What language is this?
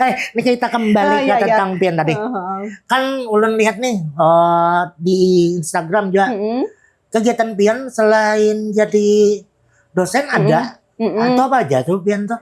Banjar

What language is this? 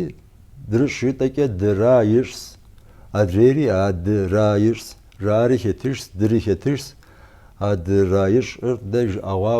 Kabardian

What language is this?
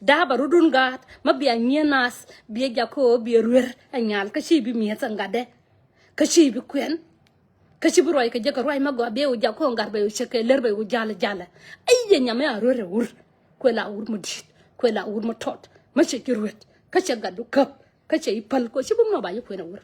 Nuer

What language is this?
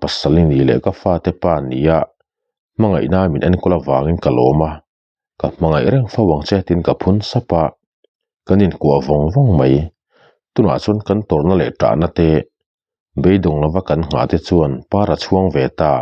Mizo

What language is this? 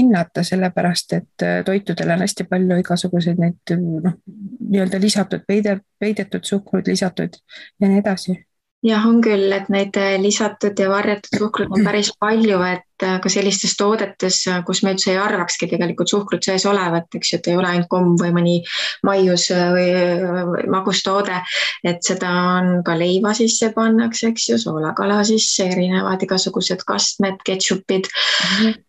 Estonian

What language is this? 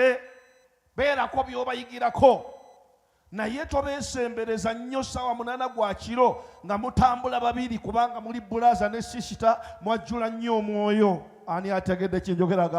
Ganda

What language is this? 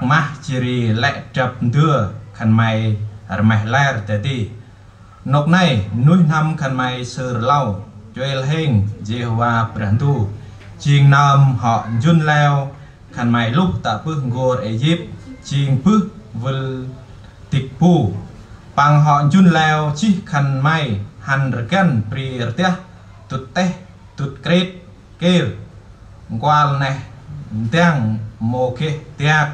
Central Mnong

